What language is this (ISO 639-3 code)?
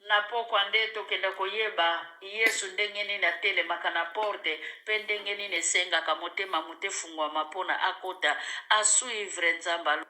lin